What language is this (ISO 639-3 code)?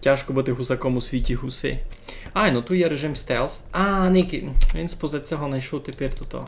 rue